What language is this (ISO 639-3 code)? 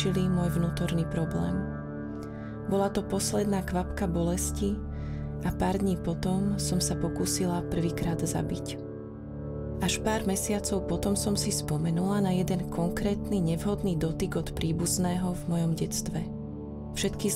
slk